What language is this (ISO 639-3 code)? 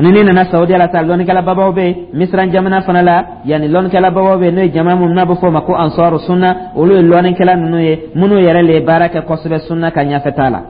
dyu